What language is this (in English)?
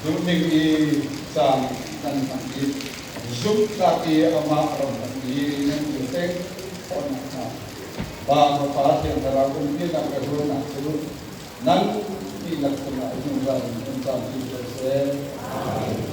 Falam Chin